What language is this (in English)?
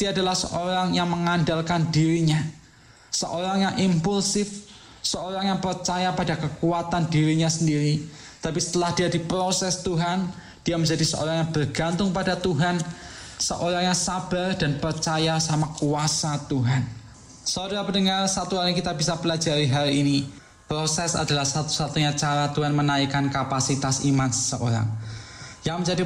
Indonesian